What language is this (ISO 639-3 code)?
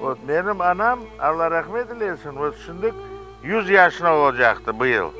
crh